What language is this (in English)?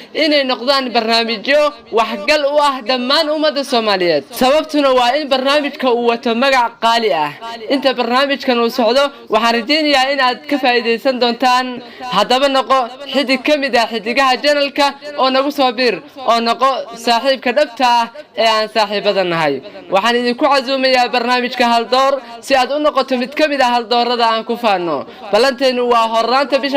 Somali